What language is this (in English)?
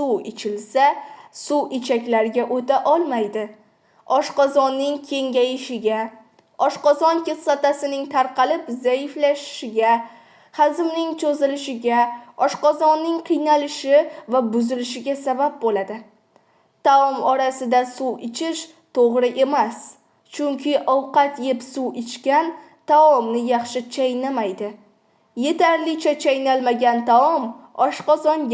Uzbek